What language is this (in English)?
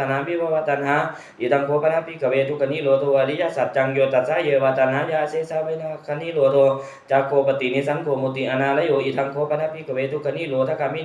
Pali